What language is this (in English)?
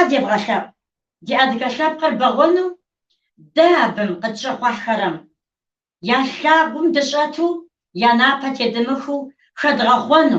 Kabardian